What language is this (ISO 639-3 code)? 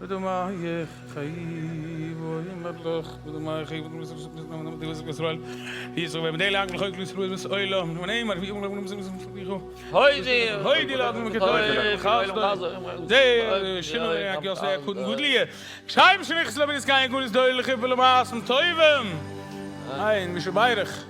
yid